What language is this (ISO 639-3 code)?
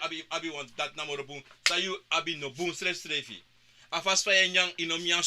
srn